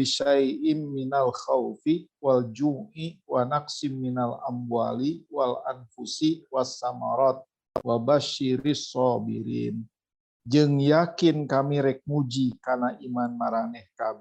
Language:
Sundanese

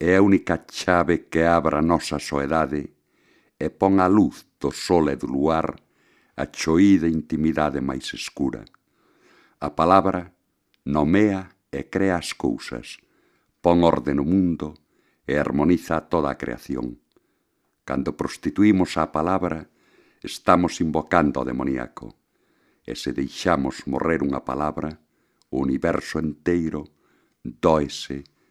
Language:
Galician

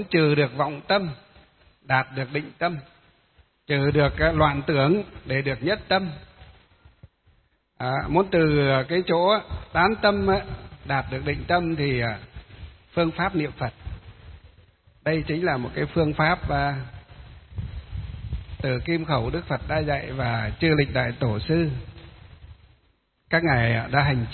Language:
Vietnamese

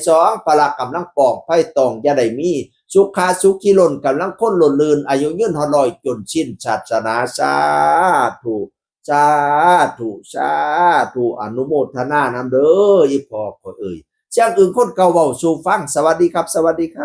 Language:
Northeastern Thai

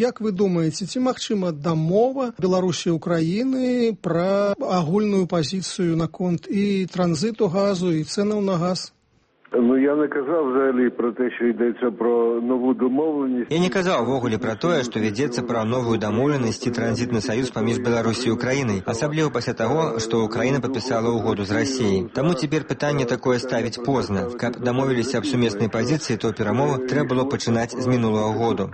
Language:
Belarusian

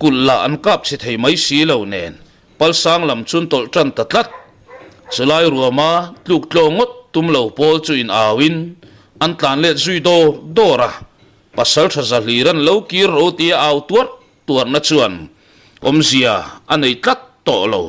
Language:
Mizo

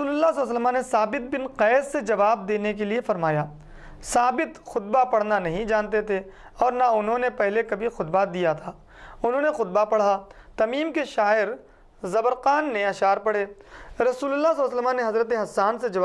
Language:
Urdu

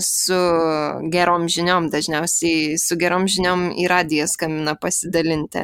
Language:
Lithuanian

